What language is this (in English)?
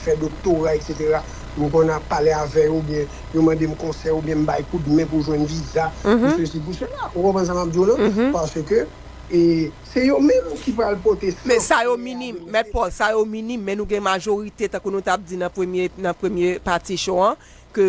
Haitian Creole